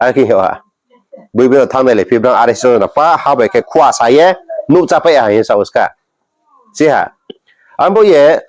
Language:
Riang (India)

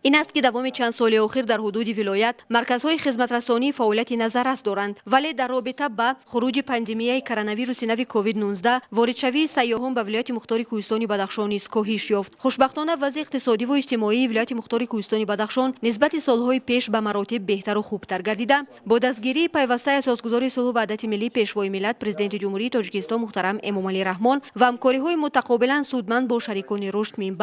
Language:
Tajik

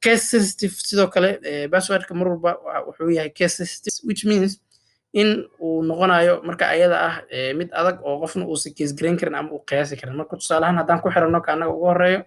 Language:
Somali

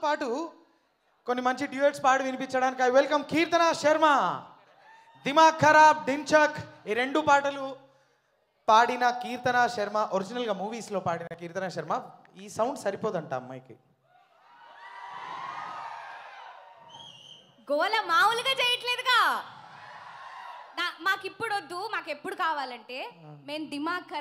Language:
Telugu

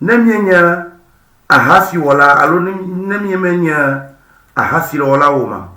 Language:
Ewe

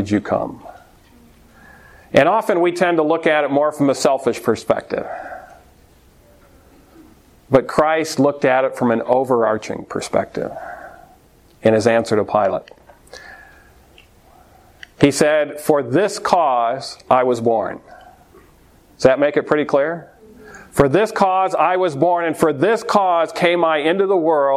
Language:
English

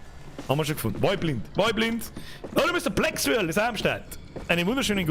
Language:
Bavarian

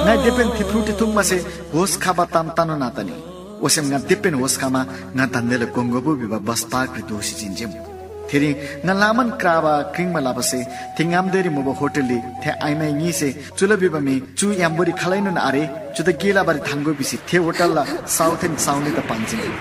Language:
Eastern Tamang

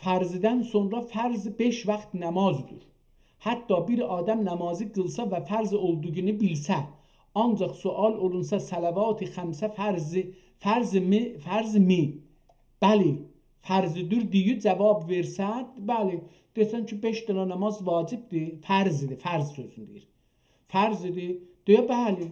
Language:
South Azerbaijani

